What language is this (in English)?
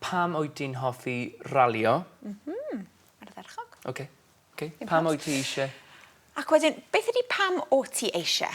Welsh